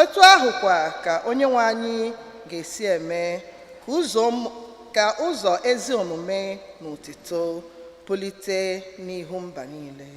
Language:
Igbo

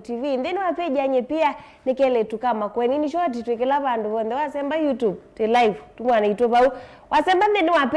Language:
Kamba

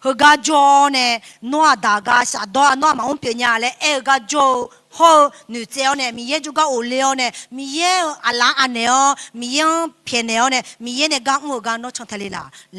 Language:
Akha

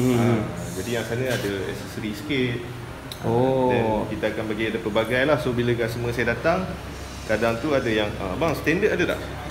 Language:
Malay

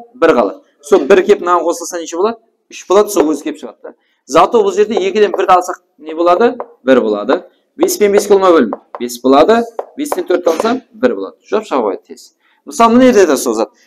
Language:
Kara-Kalpak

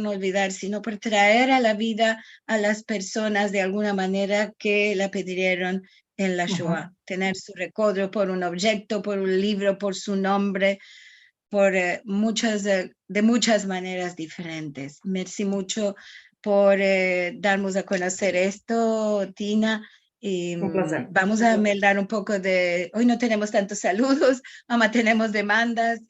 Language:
Ladino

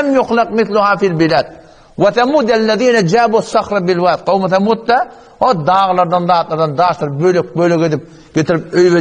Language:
Turkmen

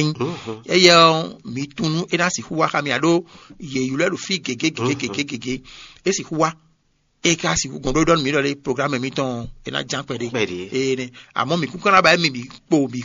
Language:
Fon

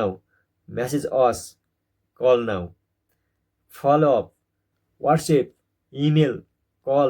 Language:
Nepali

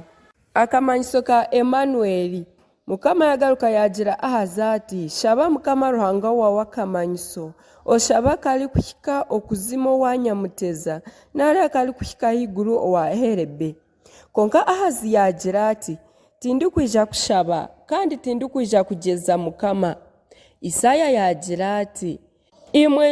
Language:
Nyankole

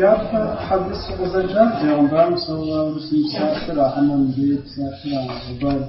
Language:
Kabardian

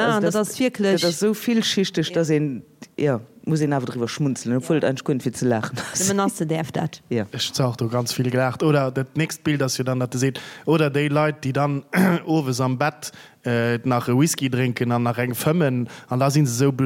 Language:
Luxembourgish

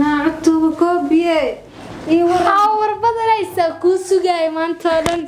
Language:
Somali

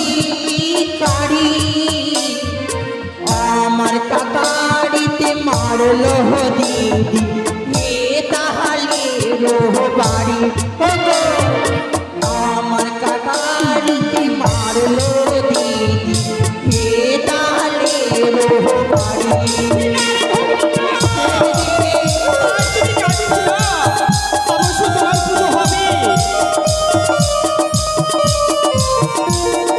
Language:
Bangla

